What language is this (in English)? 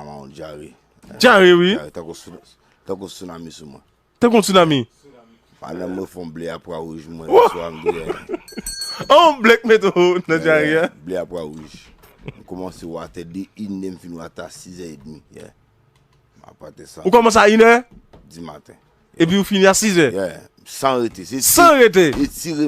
Haitian Creole